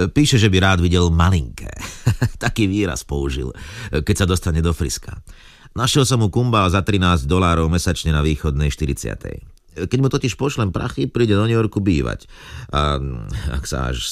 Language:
Slovak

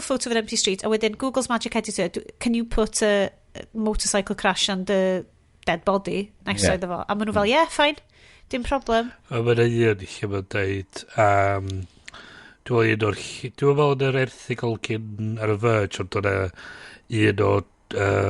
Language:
Welsh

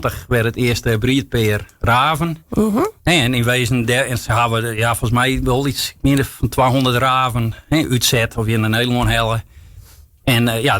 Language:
Western Frisian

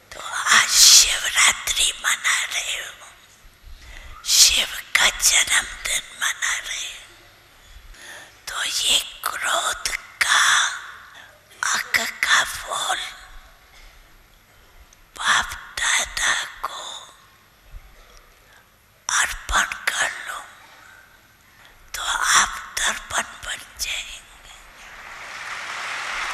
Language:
Hindi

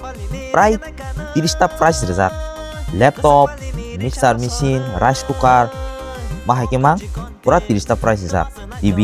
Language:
Kok Borok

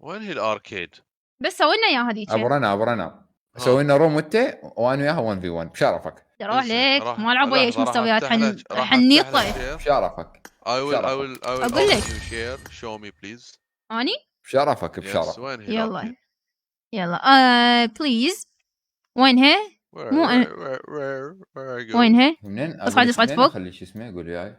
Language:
Mesopotamian Arabic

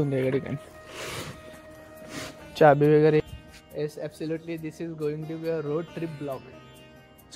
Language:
Marathi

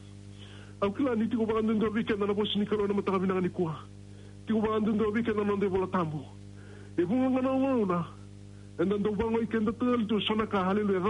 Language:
Fijian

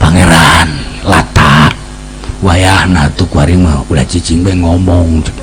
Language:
Sundanese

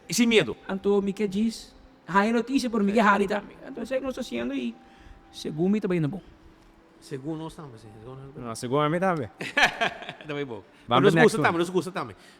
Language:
Papiamento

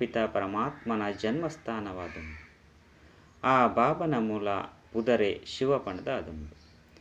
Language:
Tulu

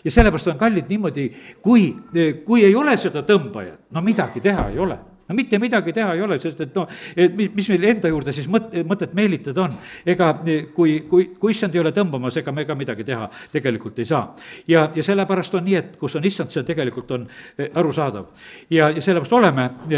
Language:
Estonian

